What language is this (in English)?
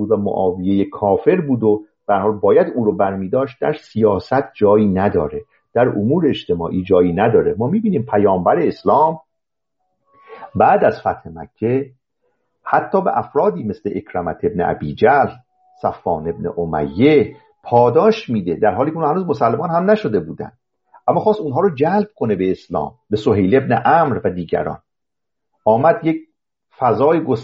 Persian